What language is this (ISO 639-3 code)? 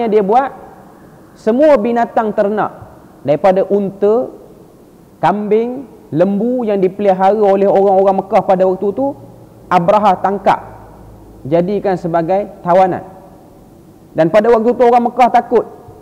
msa